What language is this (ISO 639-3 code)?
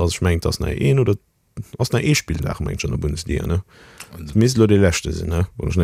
ltz